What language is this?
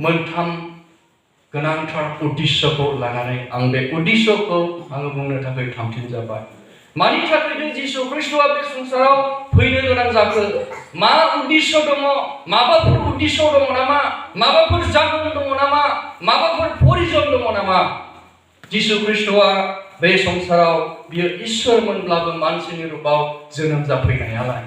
Bodo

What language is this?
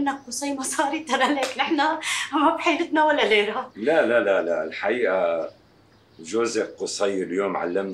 North Levantine Arabic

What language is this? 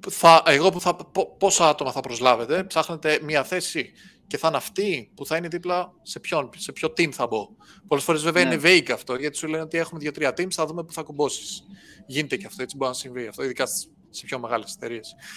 Greek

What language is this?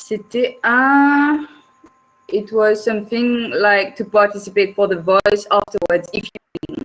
Morisyen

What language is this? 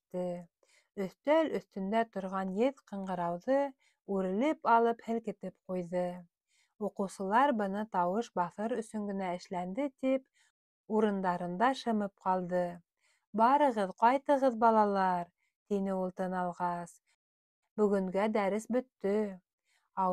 Bashkir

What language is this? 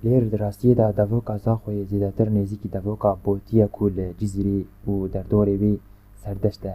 Kurdish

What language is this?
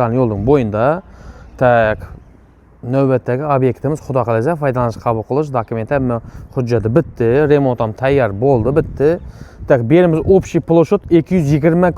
Uzbek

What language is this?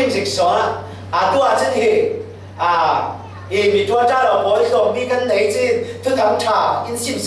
Falam Chin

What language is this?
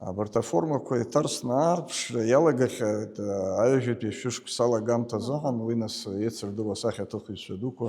Abkhazian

